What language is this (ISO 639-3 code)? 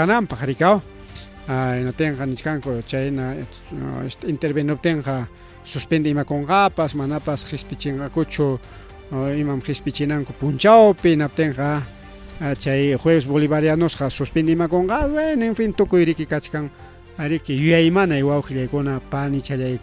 quy